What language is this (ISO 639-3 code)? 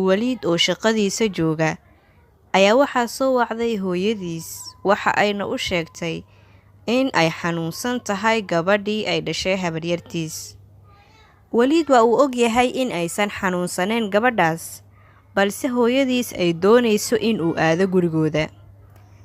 som